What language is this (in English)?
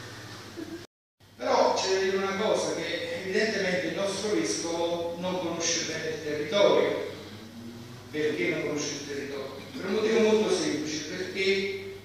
Italian